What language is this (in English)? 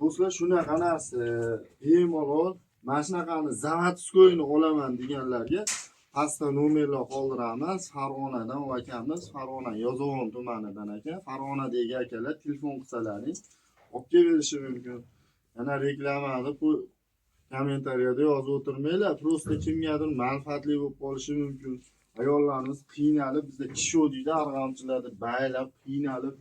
Uzbek